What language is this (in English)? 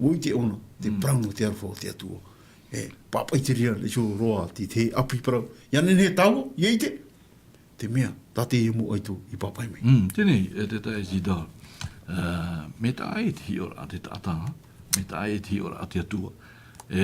Tahitian